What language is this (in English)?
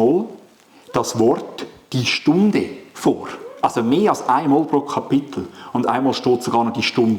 Swiss German